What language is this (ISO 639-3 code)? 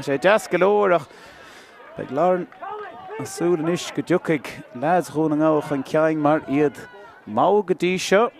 gle